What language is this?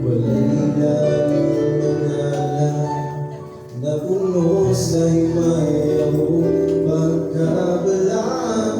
Cebuano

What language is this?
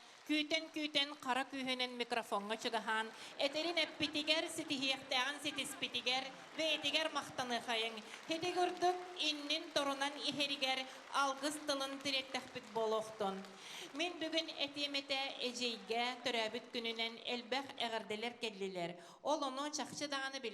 Yakut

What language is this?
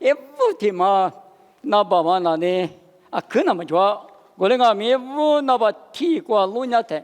Lisu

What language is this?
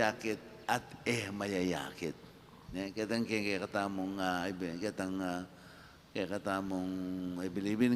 Pampanga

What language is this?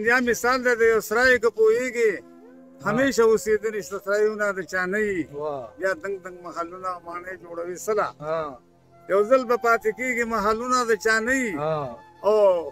Pashto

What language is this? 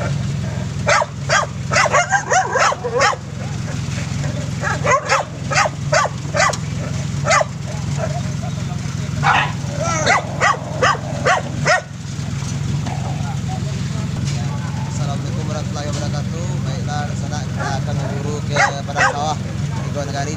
Minangkabau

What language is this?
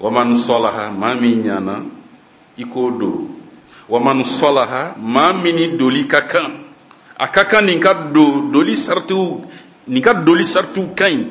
Bambara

